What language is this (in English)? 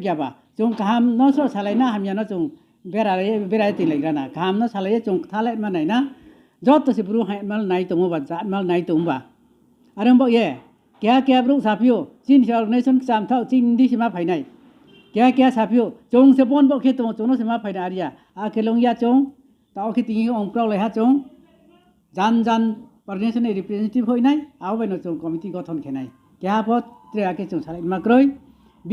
Riang (India)